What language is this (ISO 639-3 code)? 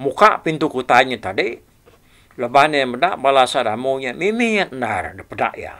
iba